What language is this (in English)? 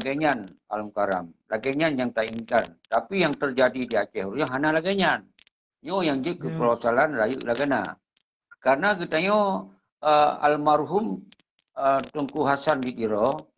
Achinese